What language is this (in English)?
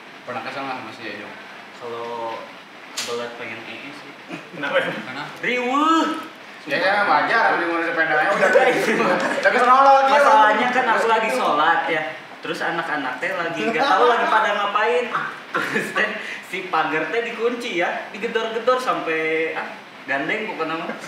Indonesian